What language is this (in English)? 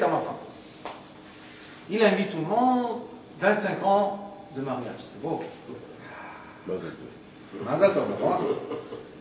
French